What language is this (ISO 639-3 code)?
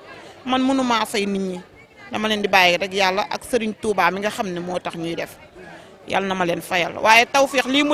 wol